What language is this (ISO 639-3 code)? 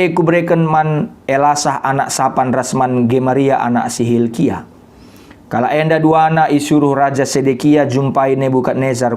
btx